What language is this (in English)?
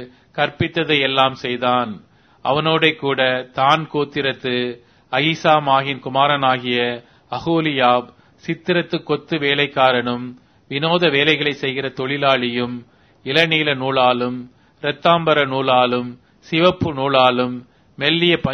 Tamil